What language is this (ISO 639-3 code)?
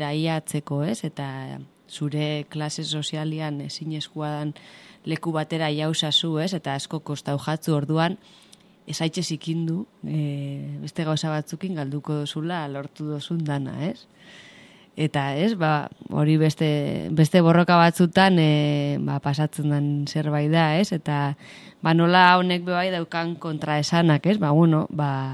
eus